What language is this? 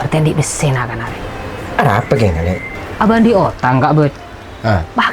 Madurese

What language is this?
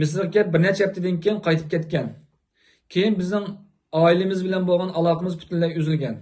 Uyghur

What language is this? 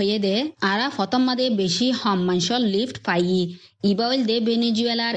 Bangla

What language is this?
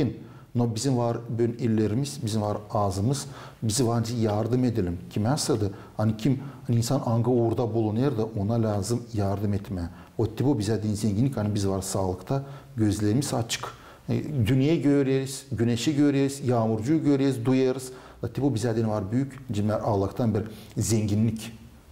Gagauz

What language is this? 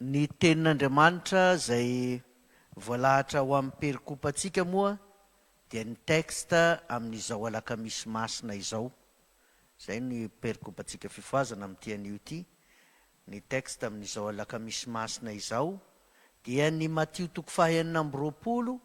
Malagasy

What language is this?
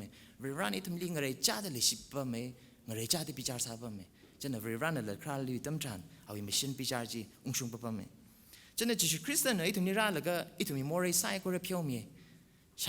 Tangkhul Naga (India)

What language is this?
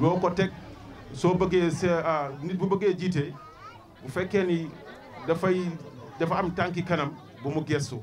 Wolof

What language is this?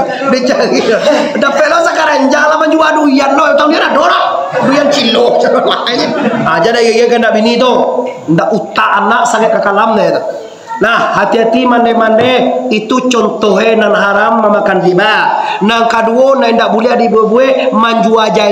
Minangkabau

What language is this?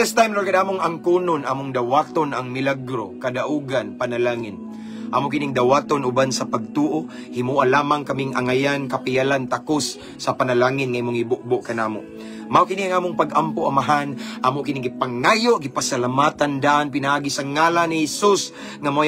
Cebuano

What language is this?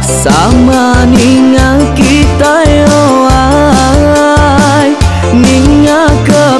Iban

